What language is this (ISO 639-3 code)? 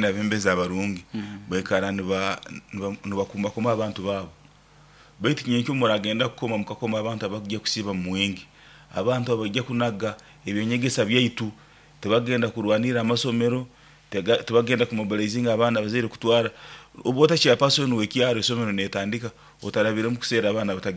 nyo